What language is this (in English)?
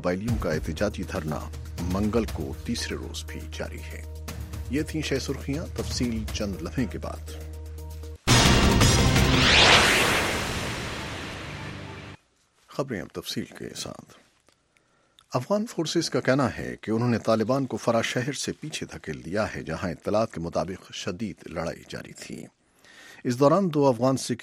Urdu